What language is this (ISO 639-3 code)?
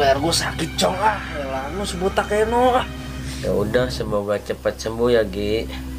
bew